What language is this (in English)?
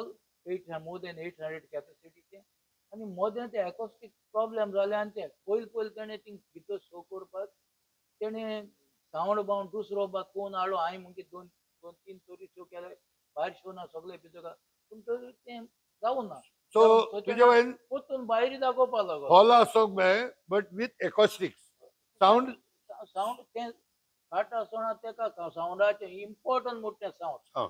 Konkani